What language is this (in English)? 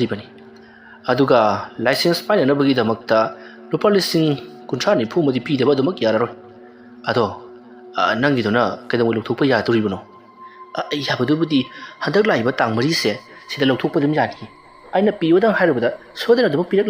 Manipuri